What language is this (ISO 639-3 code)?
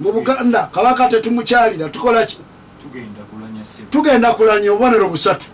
lug